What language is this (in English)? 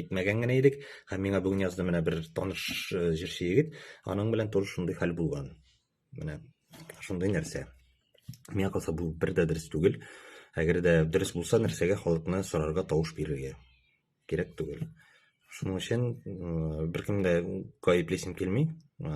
Tatar